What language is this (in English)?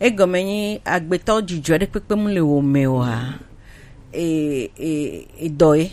Gen